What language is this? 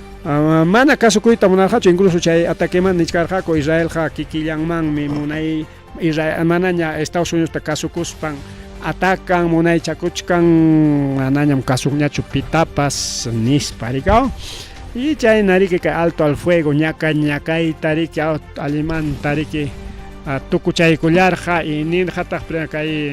Ayacucho Quechua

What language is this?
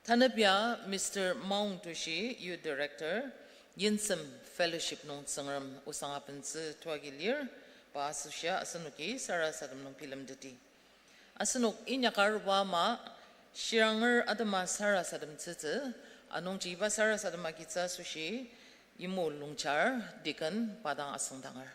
Ao Naga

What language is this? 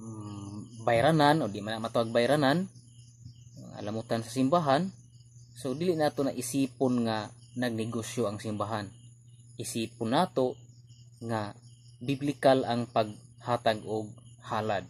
Cebuano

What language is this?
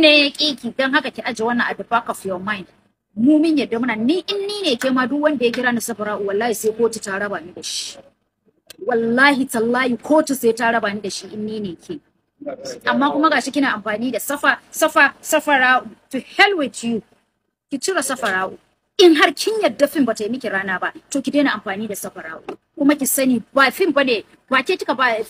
Hausa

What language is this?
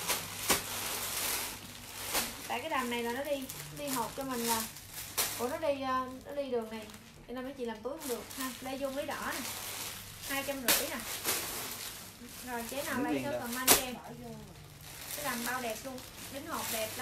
Vietnamese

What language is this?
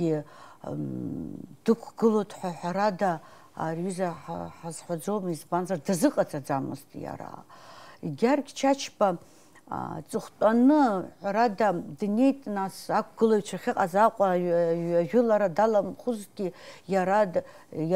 Abkhazian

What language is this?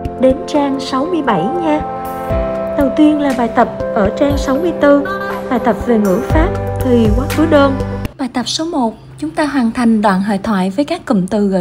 Vietnamese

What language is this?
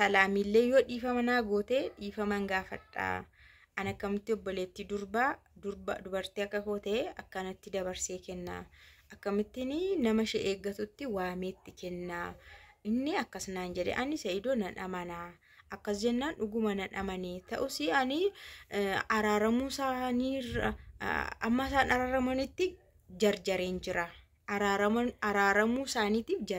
Oromo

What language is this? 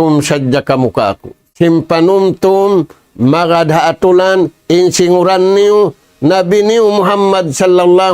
Tausug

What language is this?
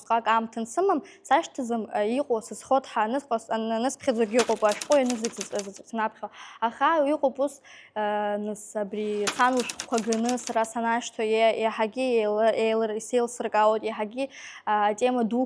Abkhazian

